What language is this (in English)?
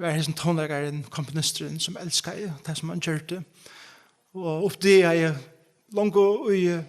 Faroese